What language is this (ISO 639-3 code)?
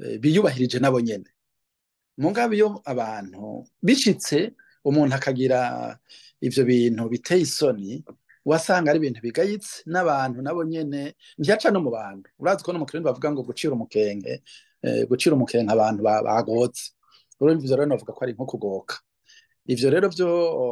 run